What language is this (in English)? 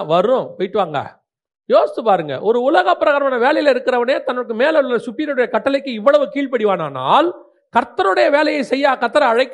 Tamil